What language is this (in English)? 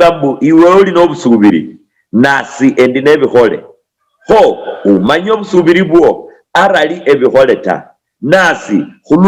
Luyia